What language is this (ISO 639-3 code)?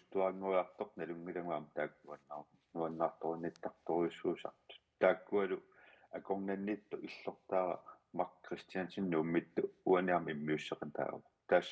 kal